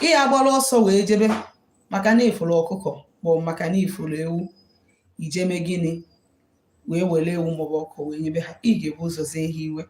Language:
Igbo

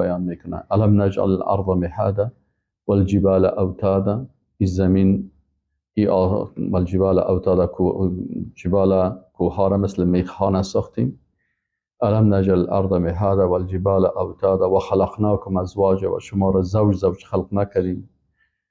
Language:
Persian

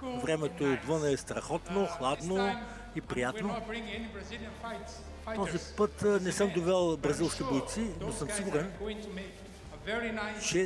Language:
Bulgarian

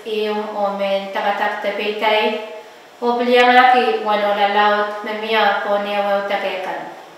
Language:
Pohnpeian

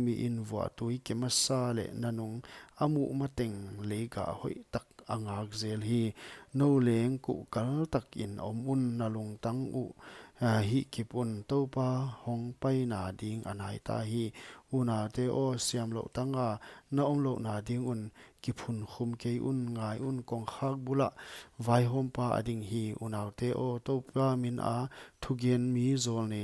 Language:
Paite Chin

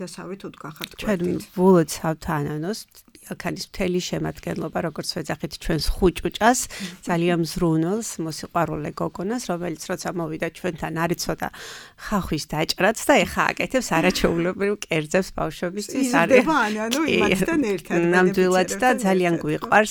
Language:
Georgian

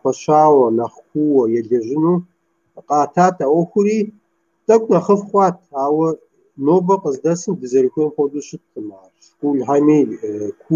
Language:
Kabardian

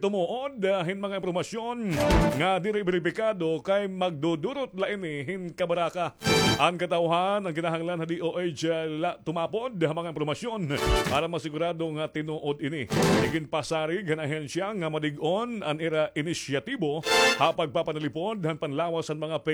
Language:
Waray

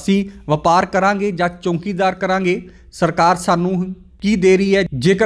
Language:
Punjabi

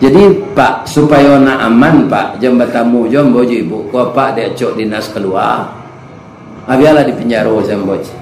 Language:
Minangkabau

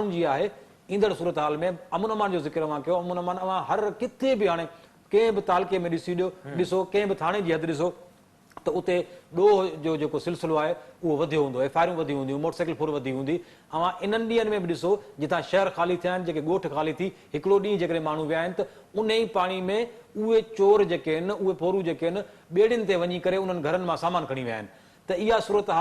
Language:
Sindhi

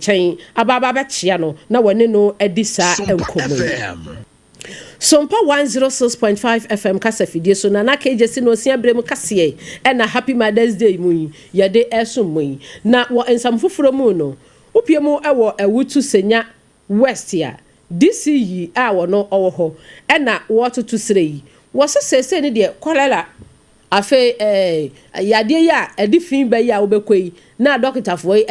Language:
Akan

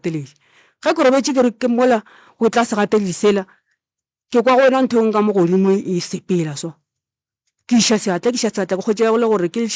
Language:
Northern Sotho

